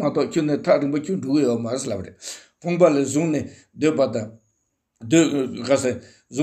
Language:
Tibetan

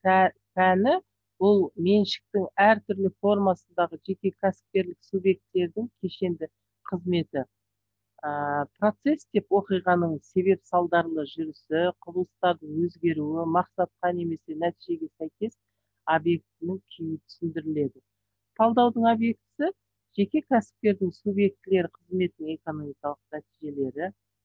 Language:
Kazakh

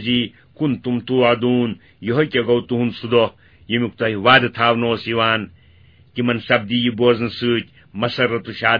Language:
Kashmiri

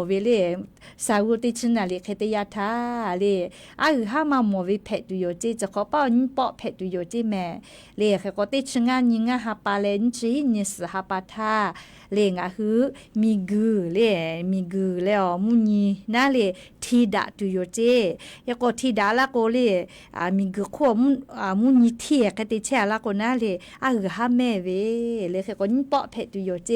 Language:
Lahu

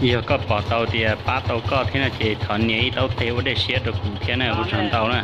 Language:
Hmong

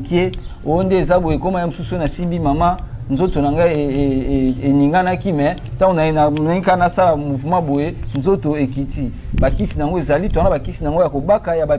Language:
Lingala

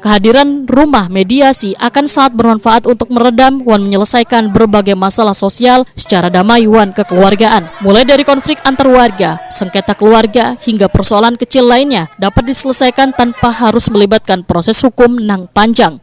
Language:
Banjar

